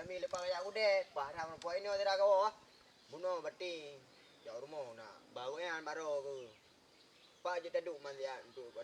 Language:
Achinese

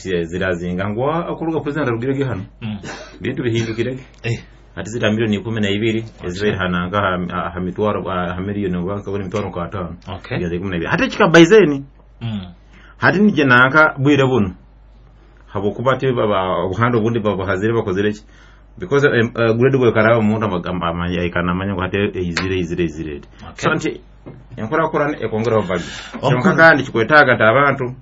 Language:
Nyoro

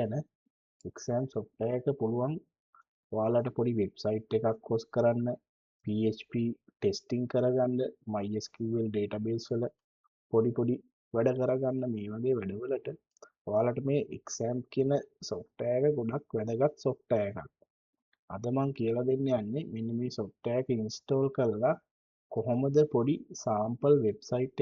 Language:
Sinhala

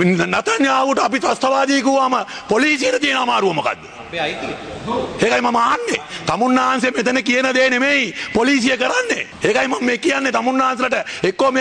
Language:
Sinhala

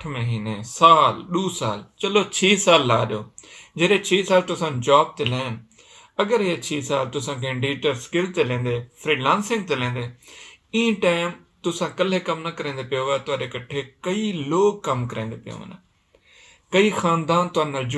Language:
Saraiki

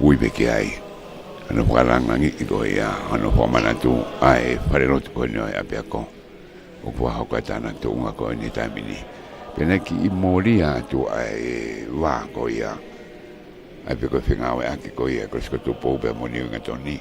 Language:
Tongan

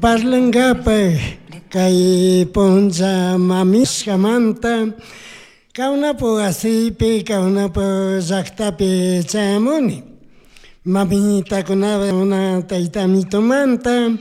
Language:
Chimborazo Highland Quichua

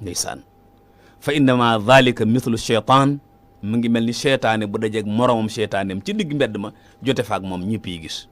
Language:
Wolof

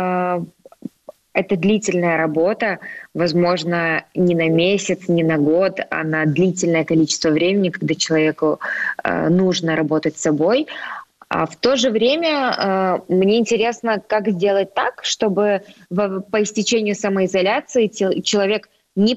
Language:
Russian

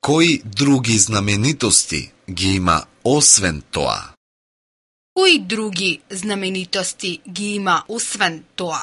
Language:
Macedonian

